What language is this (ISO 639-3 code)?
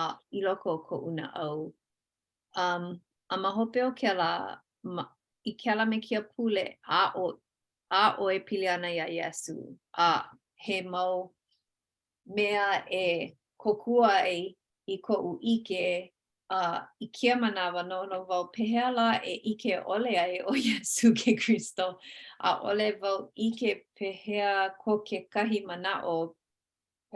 haw